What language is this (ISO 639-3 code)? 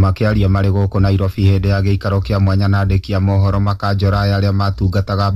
kik